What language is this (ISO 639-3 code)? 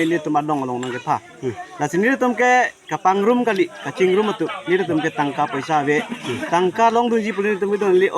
mjw